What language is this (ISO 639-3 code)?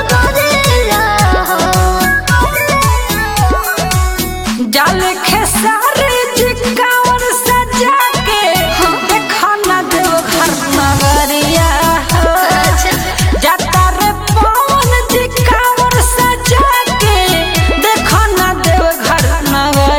bho